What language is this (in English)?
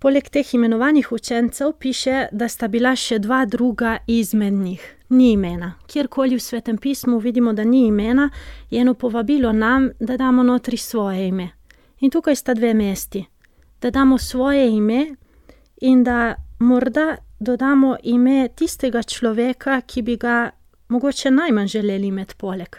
Slovenian